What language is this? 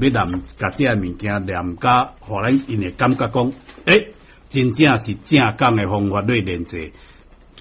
Min Nan Chinese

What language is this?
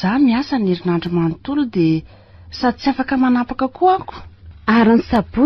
Malagasy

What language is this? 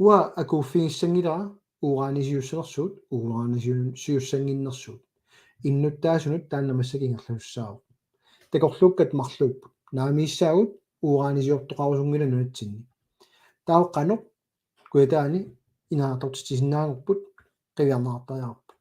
Kalaallisut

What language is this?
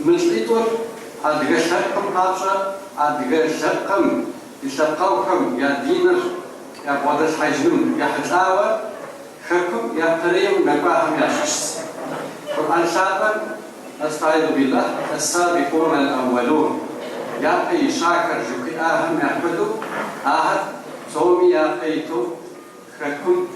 Kabardian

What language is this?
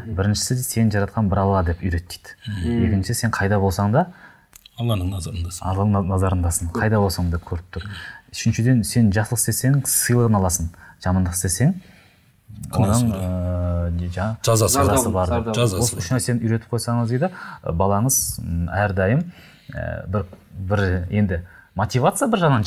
Kazakh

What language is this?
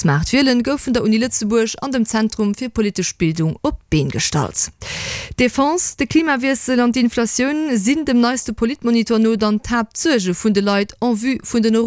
Luxembourgish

